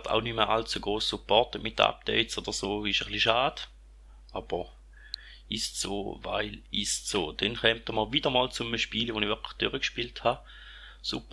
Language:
Swiss German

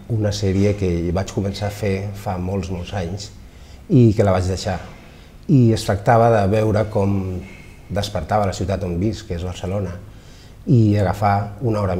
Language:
Catalan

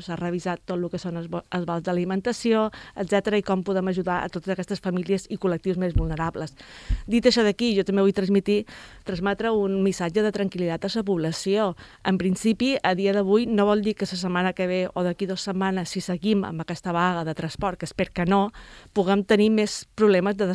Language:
Catalan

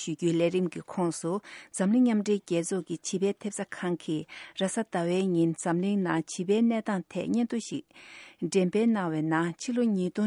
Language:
Tibetan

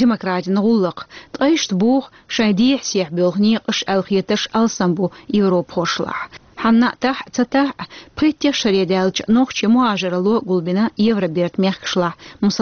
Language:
Chechen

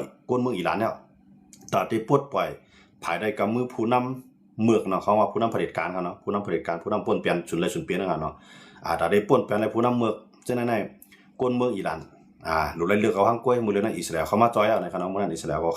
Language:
Shan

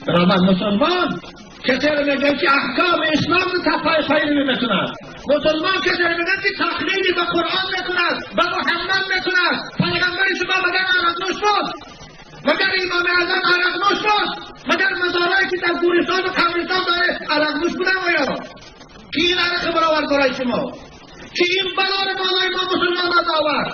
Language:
Tajik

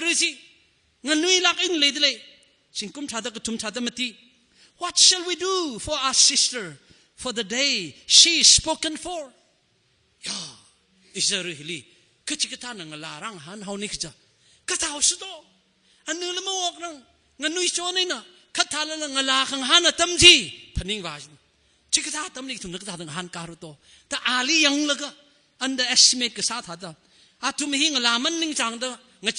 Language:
Tangkhul Naga (India)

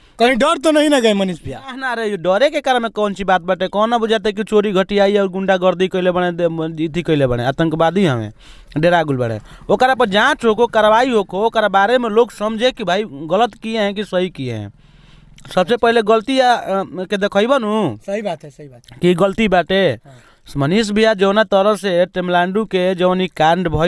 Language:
Bhojpuri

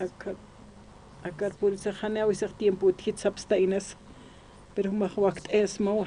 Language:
Aymara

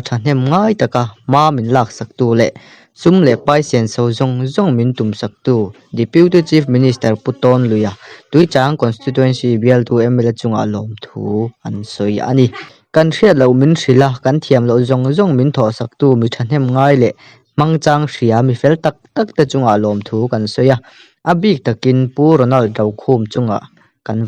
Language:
Mizo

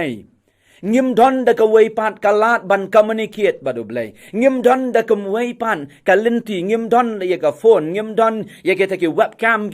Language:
Khasi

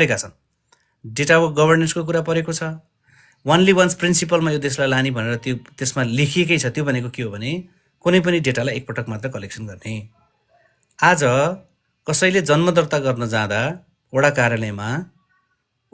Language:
Nepali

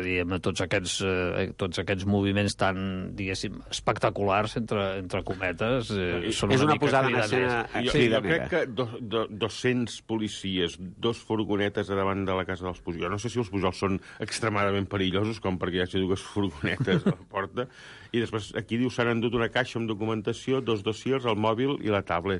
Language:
Catalan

